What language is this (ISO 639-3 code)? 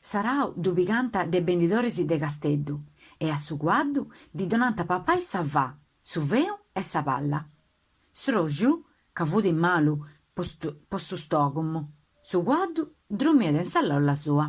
srd